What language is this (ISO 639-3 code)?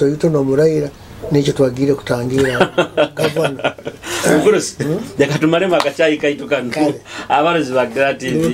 nyo